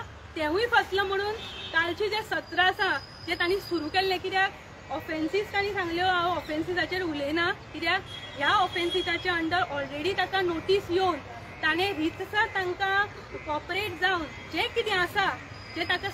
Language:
Konkani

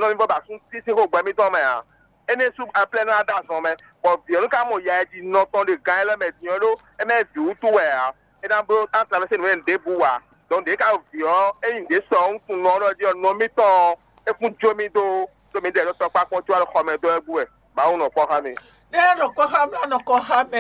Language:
Fon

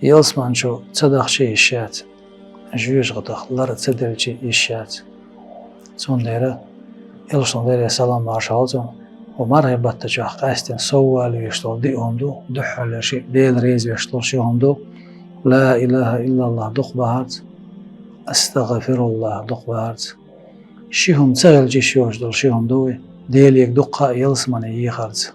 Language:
Chechen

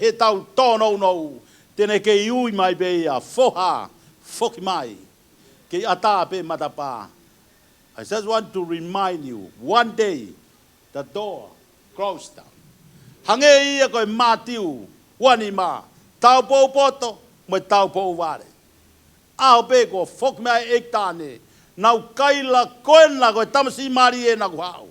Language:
Tongan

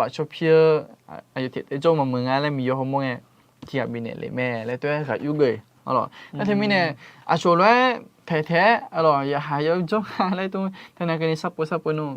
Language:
Akha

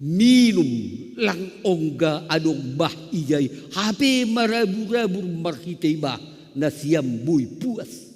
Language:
Batak Simalungun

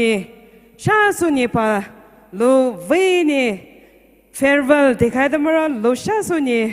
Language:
Poumei Naga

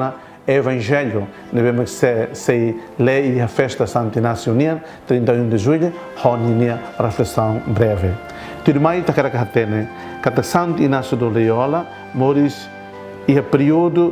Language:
Tetum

